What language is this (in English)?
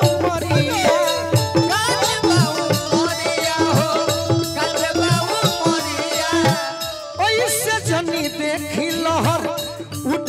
Bhojpuri